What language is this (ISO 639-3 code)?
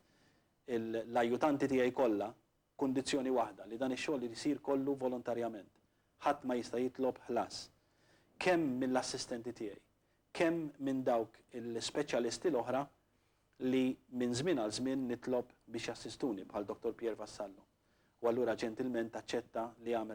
mlt